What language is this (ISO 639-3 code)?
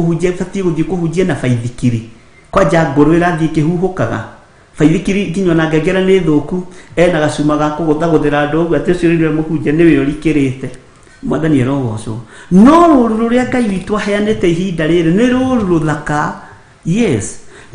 kik